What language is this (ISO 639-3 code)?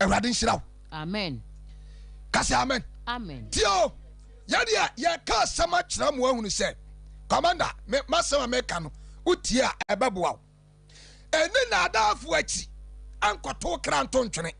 aka